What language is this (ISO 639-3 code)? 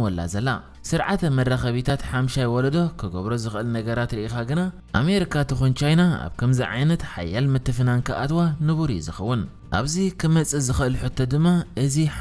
tir